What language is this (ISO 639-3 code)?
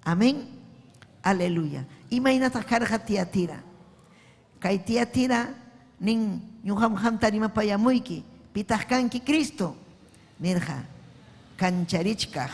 quy